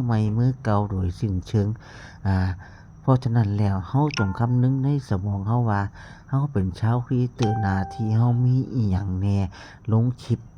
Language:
Lao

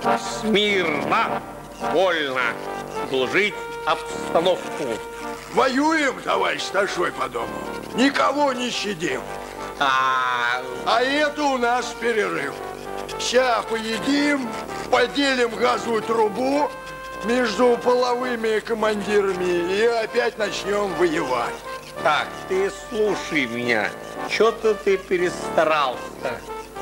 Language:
Russian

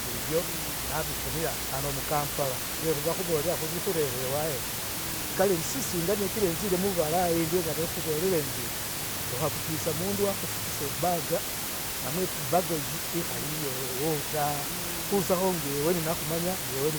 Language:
Masaaba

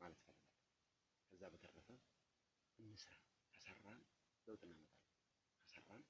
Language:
Amharic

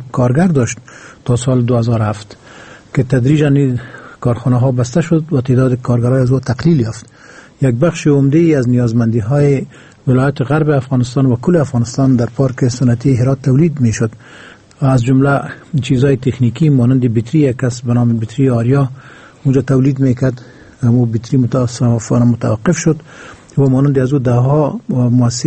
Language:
Persian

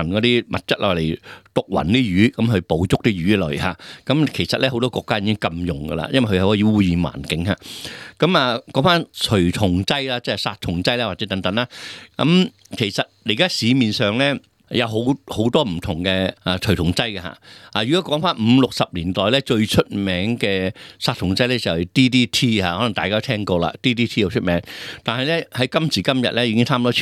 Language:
Cantonese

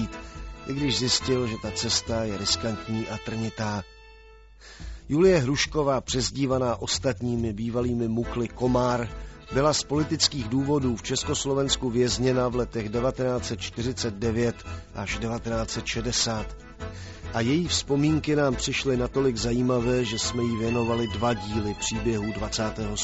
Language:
Czech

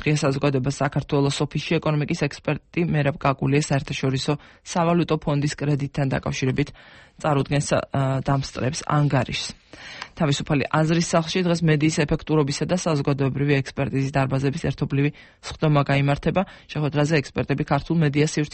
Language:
Georgian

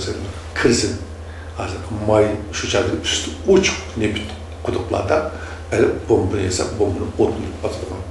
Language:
Uyghur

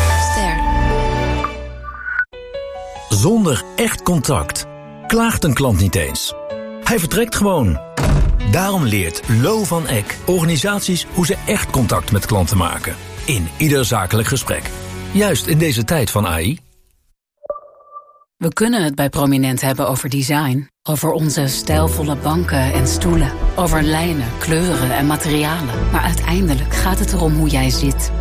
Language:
Dutch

